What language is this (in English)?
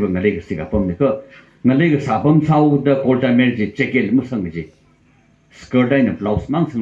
Tangkhul Naga (India)